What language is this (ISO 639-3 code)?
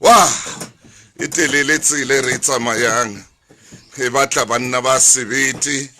sot